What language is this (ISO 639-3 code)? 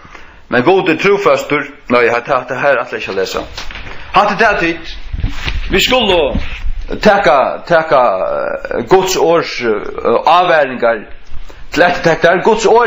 fao